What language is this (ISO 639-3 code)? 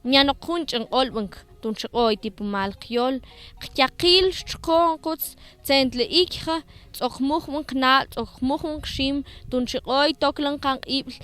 mam